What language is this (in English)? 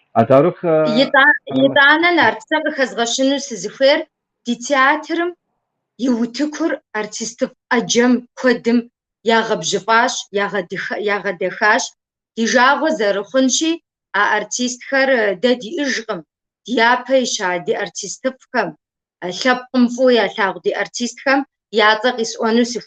Kabardian